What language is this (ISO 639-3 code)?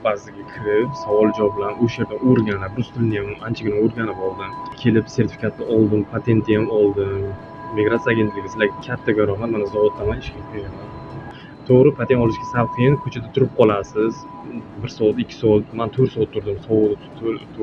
uzb